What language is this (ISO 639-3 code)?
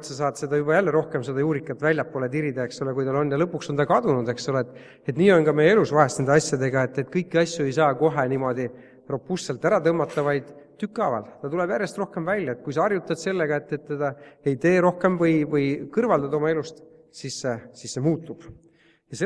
est